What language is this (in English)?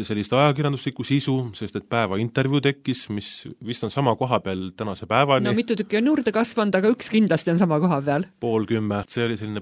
Estonian